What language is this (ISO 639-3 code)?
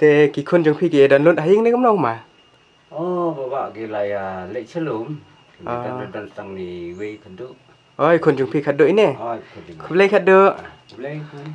kha